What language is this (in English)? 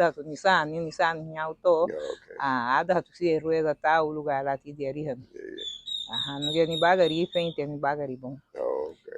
Garifuna